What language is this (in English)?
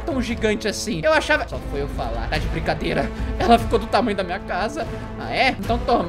Portuguese